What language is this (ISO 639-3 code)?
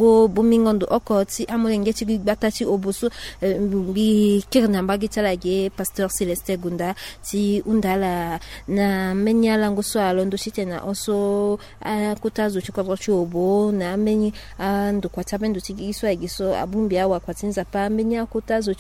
sag